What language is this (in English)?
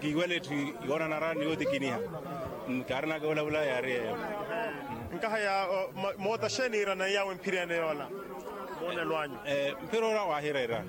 Makhuwa